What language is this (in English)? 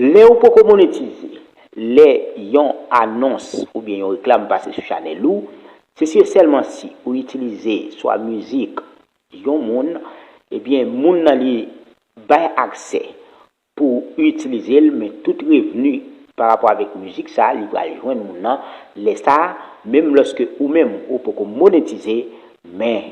Haitian Creole